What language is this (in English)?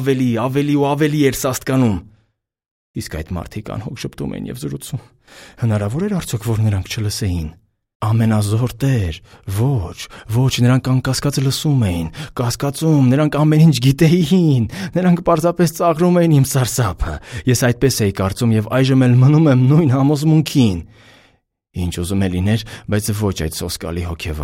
Armenian